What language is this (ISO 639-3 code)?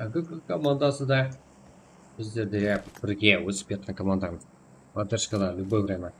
kaa